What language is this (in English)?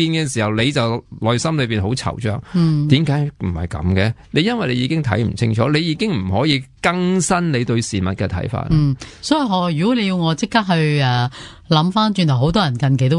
Cantonese